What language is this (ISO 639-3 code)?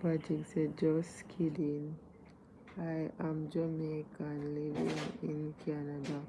jam